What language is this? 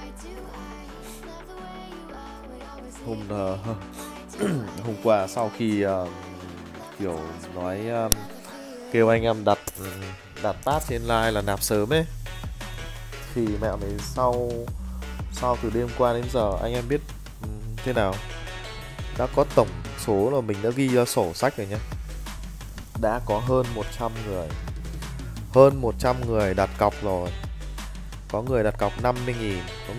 Vietnamese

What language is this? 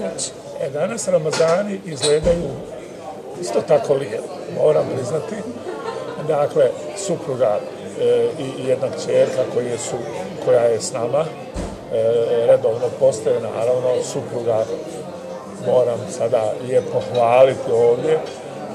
Bosnian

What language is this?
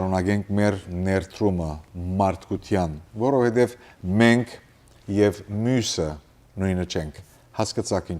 Western Armenian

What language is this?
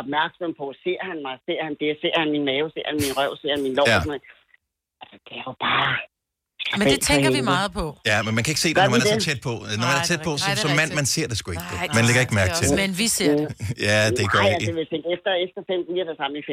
Danish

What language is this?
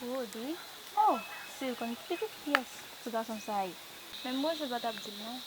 Haitian Creole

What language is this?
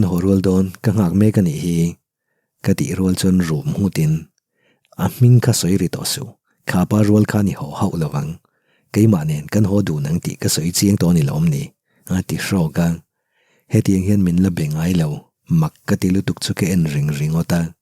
Mizo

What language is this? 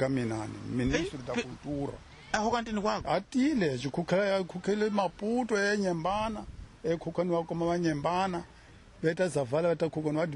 Tsonga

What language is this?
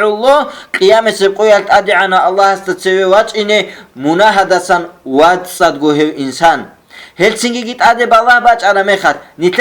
Avaric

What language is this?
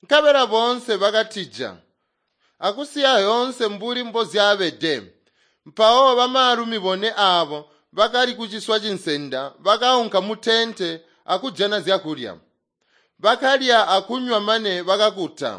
Tonga (Zambia)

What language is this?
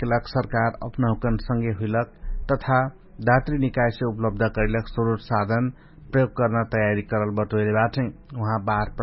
Dangaura Tharu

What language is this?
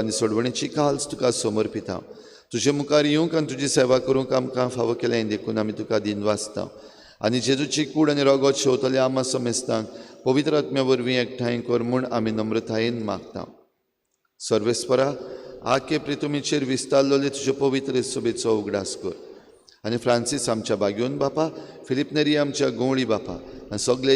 Konkani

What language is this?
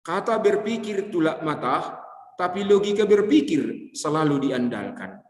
Batak Simalungun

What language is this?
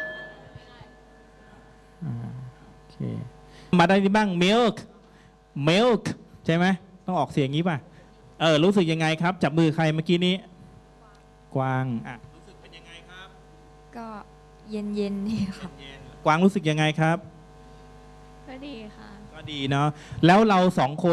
Thai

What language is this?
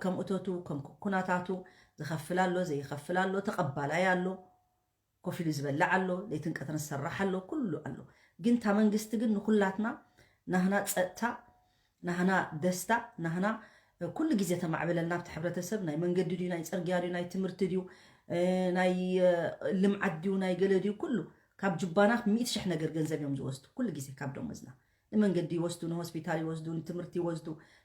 Tigrinya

